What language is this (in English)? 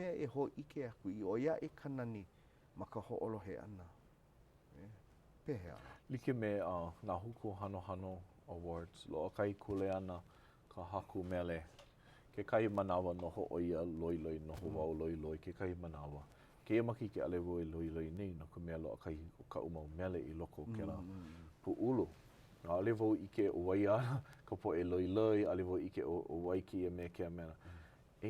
Hawaiian